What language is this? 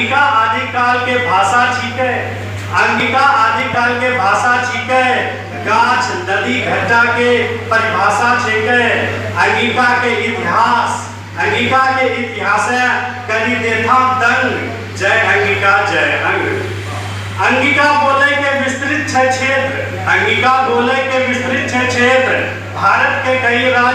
Angika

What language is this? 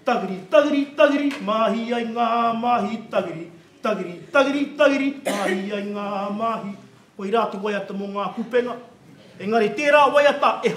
Māori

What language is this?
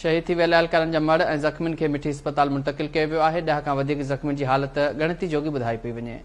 Sindhi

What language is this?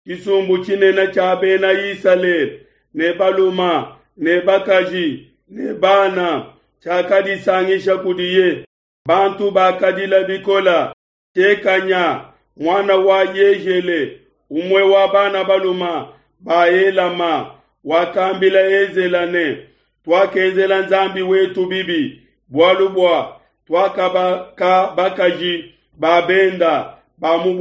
Luba-Lulua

